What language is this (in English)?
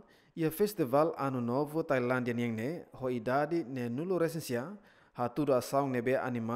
Tetum